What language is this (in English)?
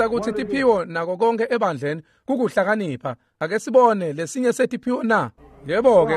Swati